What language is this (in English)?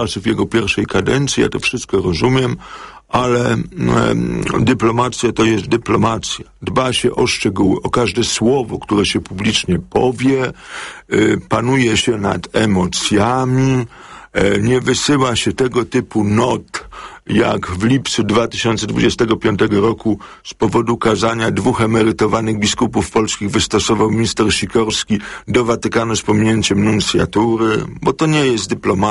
Polish